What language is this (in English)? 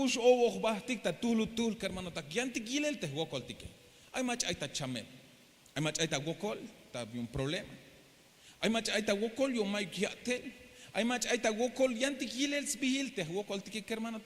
Tzeltal